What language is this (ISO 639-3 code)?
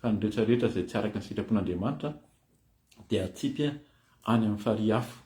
mlg